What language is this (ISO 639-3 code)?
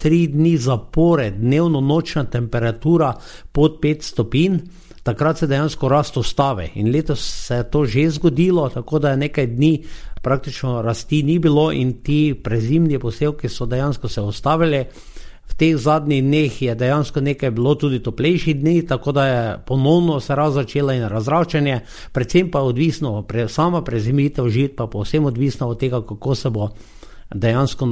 slv